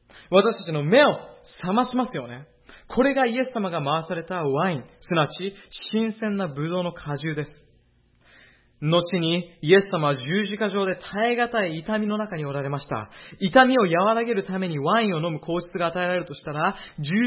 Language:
Japanese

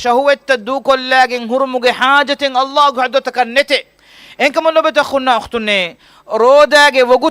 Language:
Divehi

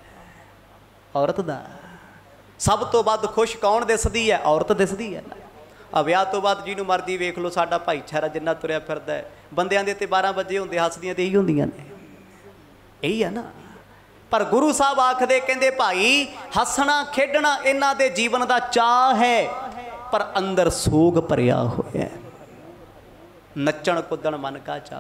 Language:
Punjabi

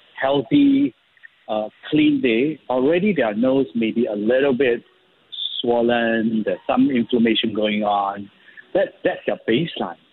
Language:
English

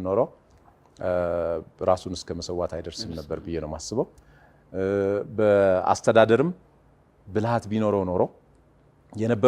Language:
Amharic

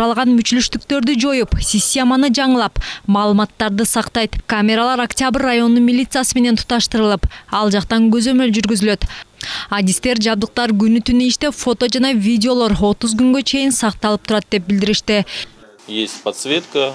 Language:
Kyrgyz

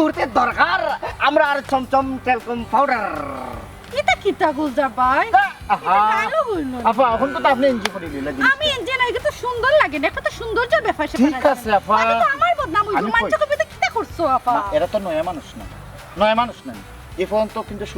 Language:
Sylheti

